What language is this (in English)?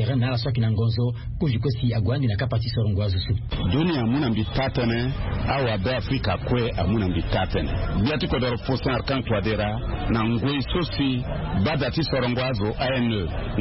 Sango